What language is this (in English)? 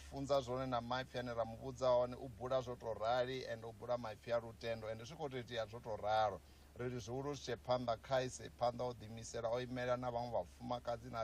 Venda